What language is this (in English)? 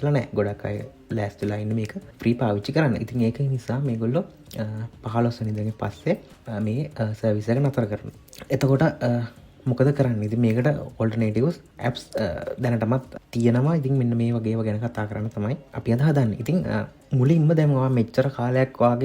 Sinhala